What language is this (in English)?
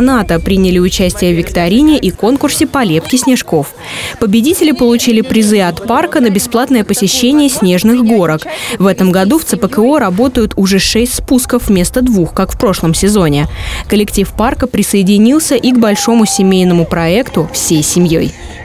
Russian